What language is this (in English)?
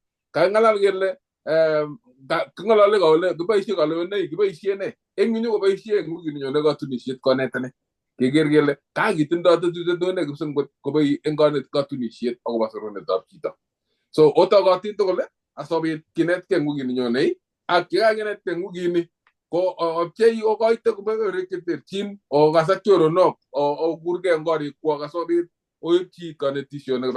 Kalenjin